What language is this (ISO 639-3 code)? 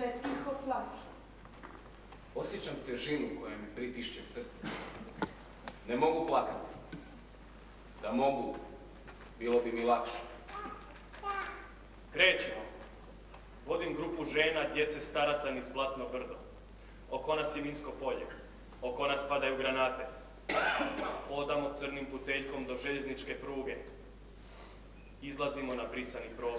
hrv